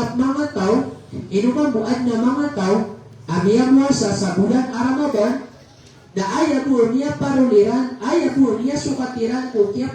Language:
Maranao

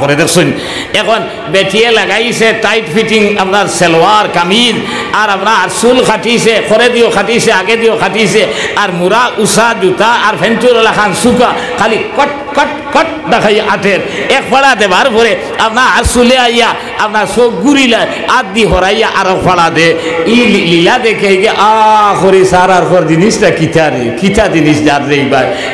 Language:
Sylheti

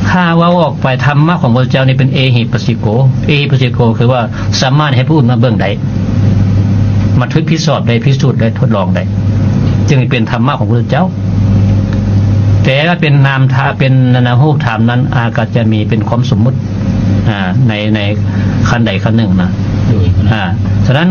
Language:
Lao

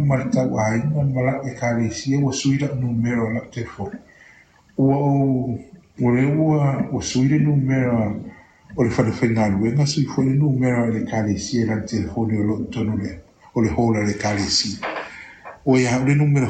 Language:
Samoan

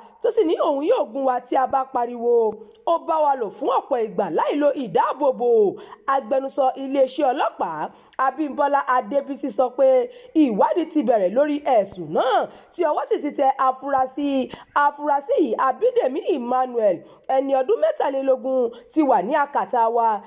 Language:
Yoruba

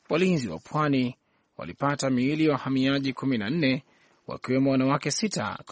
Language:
Swahili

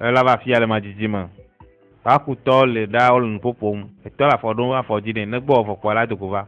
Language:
Ewe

